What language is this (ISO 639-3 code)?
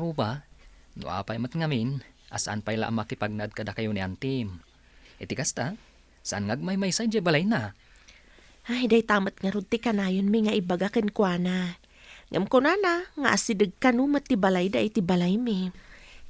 ilo